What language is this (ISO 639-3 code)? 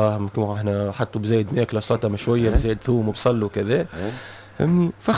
aeb